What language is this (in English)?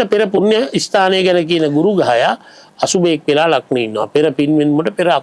Sinhala